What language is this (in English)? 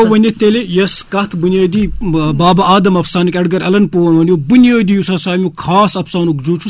Kashmiri